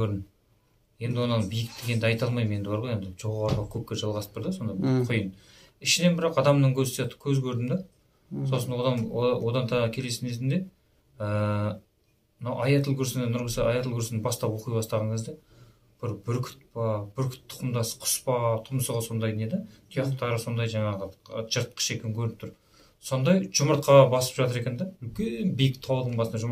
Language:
Kazakh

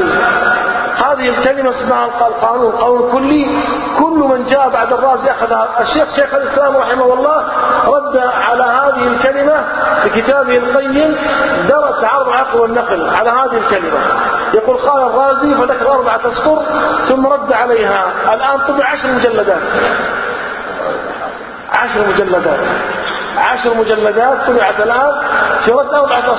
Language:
Arabic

